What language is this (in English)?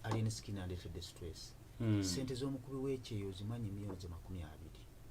Ganda